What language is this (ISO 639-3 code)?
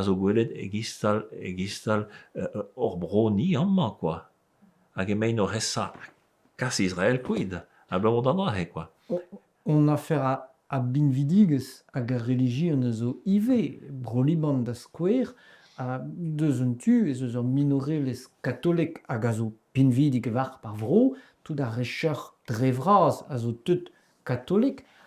bre